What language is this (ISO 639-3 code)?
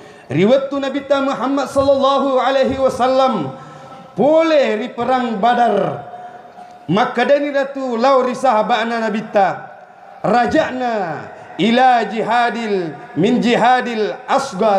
bug